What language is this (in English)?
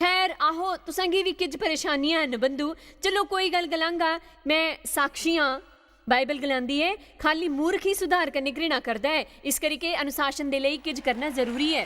Dogri